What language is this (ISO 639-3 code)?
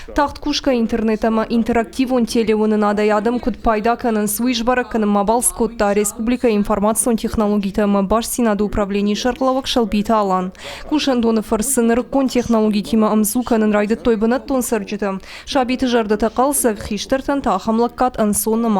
oss